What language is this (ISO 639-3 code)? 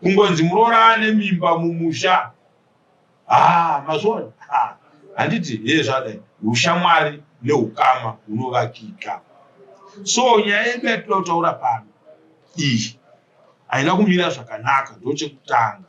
sna